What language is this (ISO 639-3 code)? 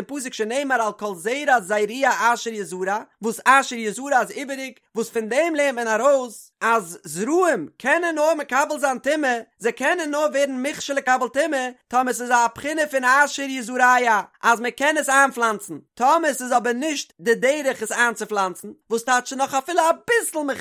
yid